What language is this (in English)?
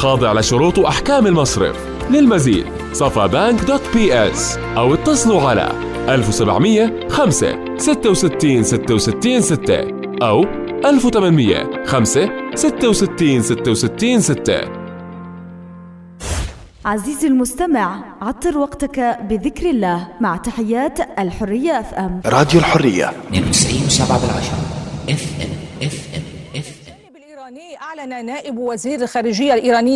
Arabic